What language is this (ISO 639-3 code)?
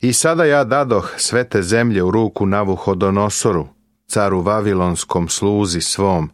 srp